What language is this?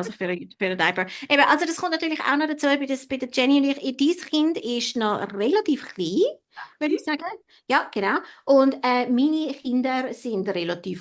Swiss German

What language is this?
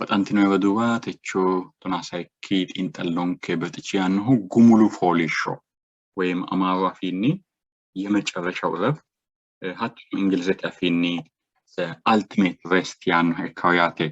Sidamo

